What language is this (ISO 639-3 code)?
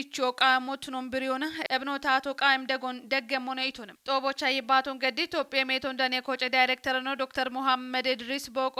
kbr